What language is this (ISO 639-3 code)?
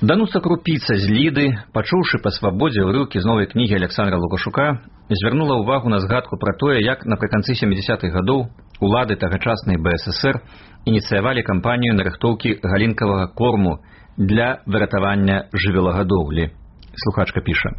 bel